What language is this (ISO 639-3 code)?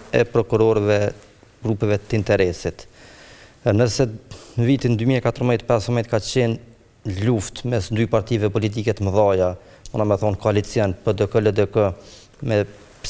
sqi